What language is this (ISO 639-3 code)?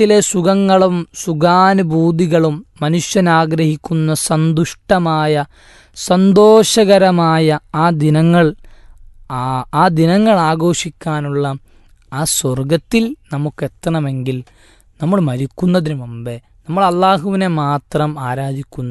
mal